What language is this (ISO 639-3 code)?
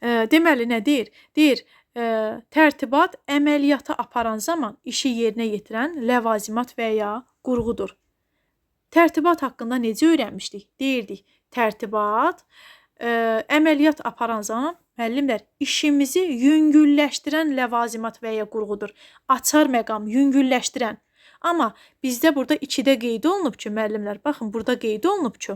aze